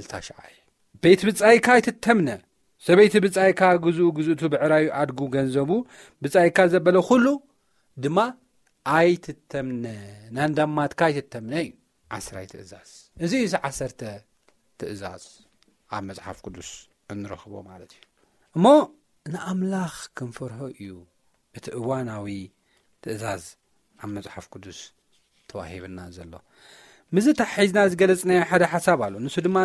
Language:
Tigrinya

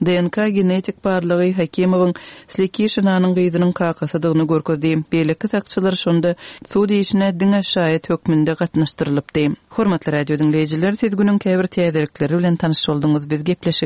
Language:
Turkmen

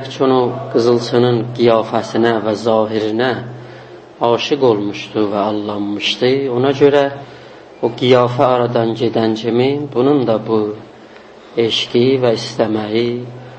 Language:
South Azerbaijani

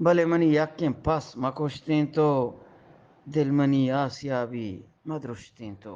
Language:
Eastern Balochi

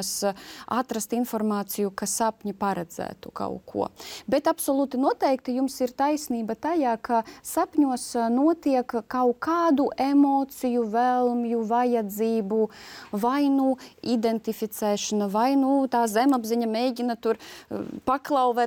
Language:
Latvian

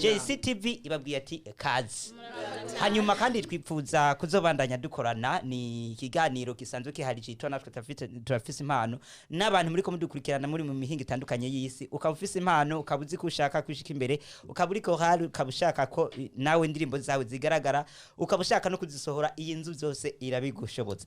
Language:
Rundi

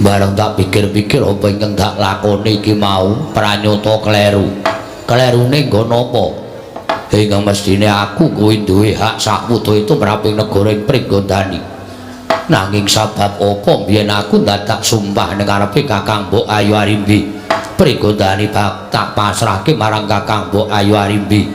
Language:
Javanese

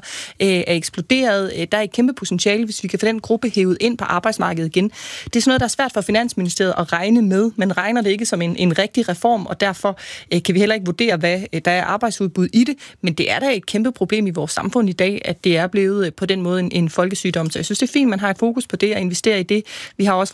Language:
Danish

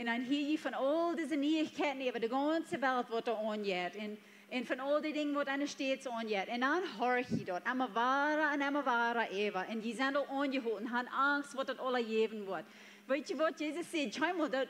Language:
Plautdietsch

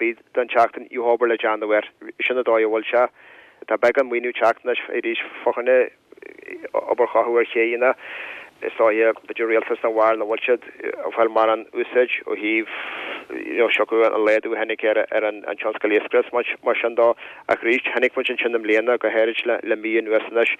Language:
Irish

